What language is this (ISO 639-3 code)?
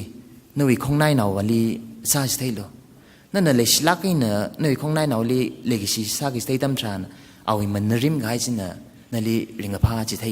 nmf